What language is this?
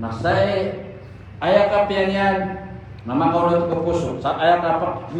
Maranao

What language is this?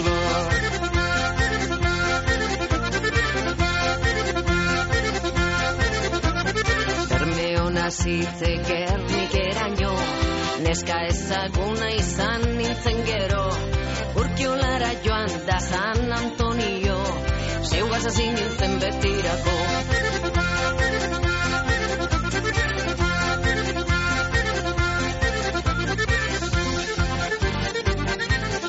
Basque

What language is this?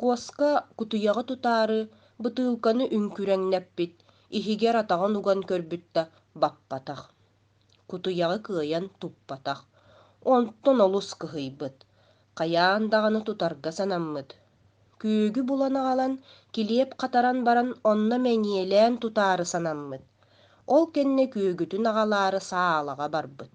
Yakut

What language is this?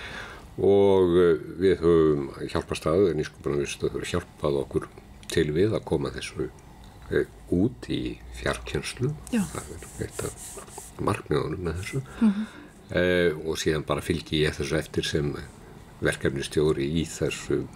Icelandic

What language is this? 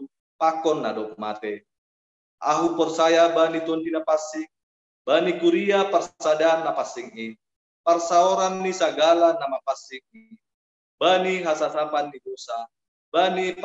Batak Simalungun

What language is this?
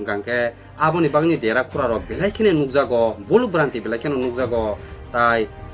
Kok Borok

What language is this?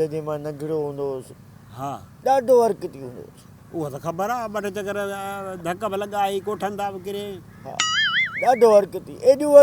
Sindhi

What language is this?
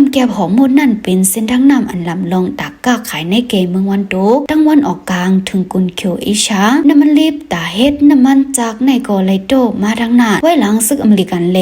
Shan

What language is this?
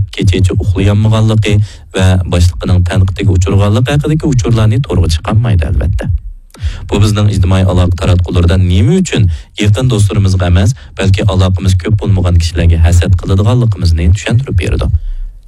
Uyghur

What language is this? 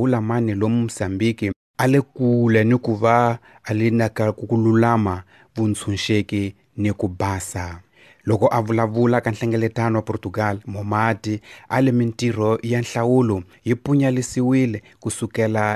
Tsonga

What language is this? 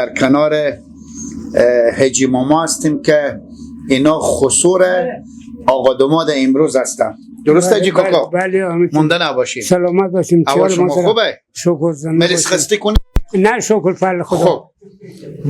Persian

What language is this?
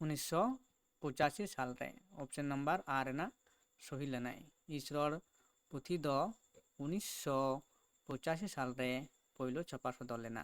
Santali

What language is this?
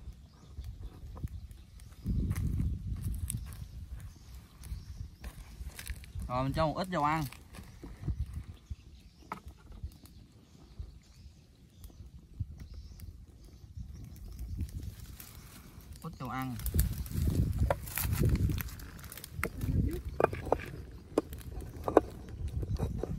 Vietnamese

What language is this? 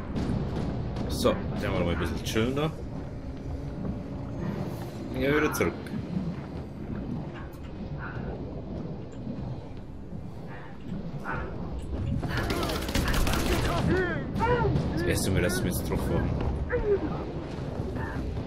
German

